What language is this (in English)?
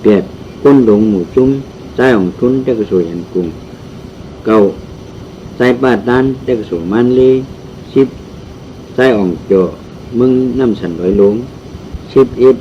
Shan